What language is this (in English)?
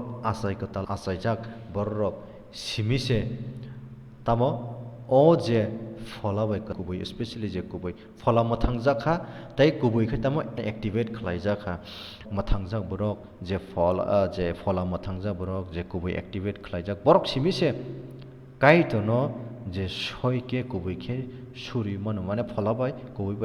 Kok Borok